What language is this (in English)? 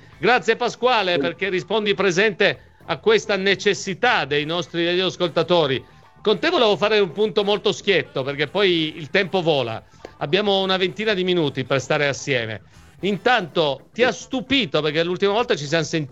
Italian